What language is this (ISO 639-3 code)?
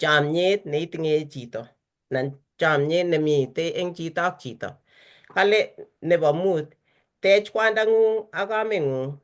kln